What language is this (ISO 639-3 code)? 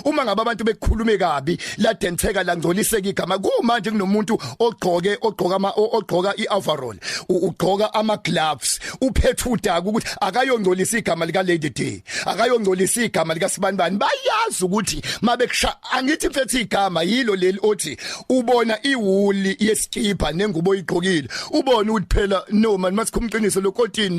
zul